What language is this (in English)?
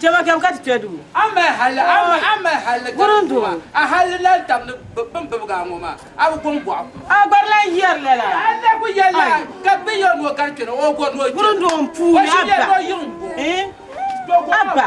Dagbani